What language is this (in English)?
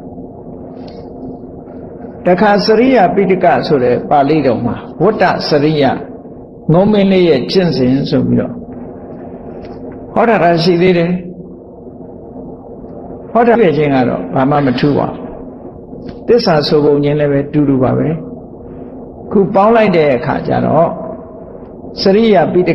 Burmese